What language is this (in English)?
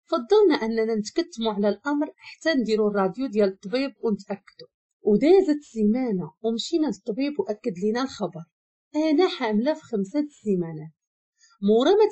Moroccan Arabic